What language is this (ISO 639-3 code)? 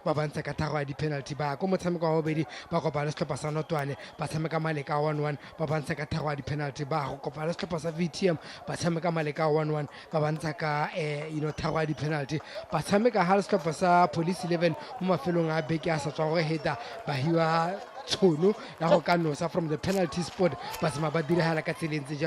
tsn